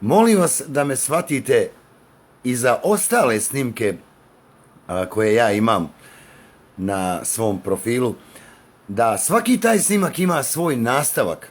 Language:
Bosnian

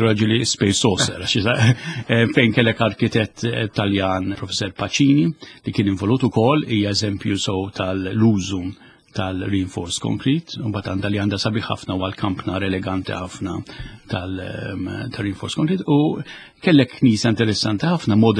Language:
Maltese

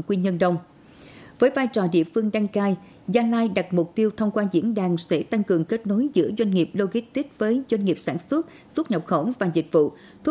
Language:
Vietnamese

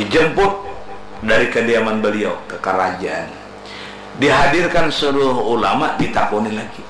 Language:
Banjar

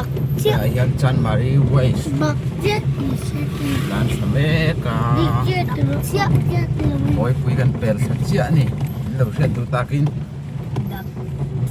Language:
Mizo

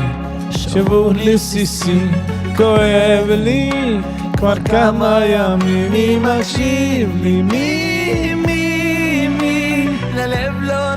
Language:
Yiddish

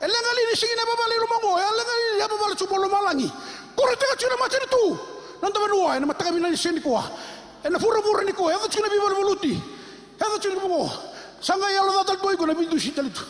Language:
Fijian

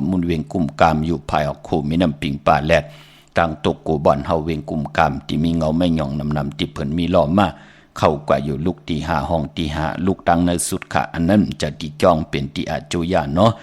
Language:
Shan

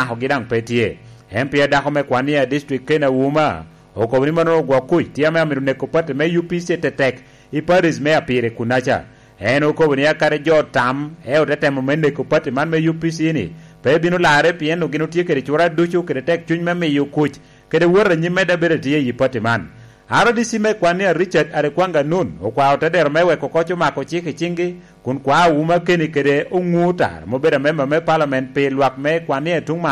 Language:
Lango (Uganda)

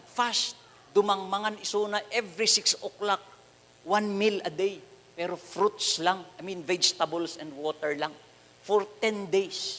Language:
Iloko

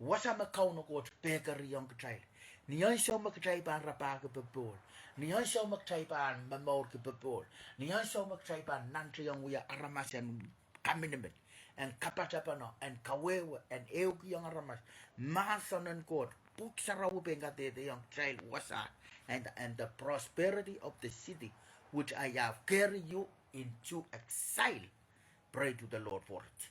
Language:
Pohnpeian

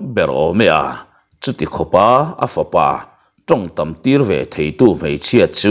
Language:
Mizo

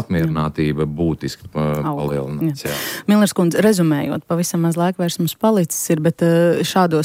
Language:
Latvian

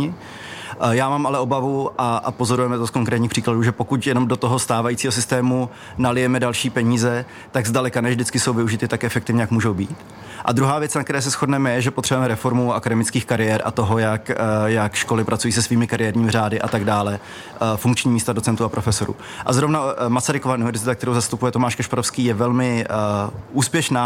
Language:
Czech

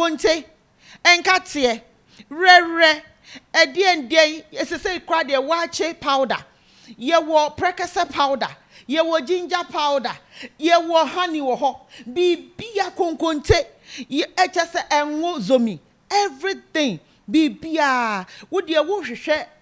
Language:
Akan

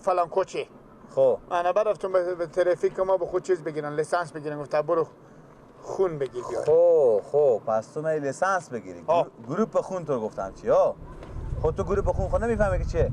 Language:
Persian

